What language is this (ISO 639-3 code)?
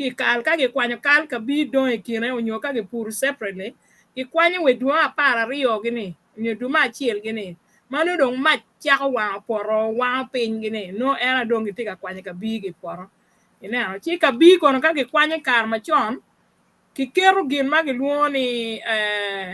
ach